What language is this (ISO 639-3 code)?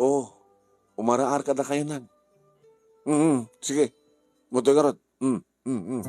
ilo